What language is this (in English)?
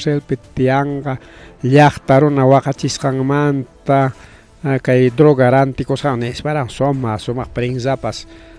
Ayacucho Quechua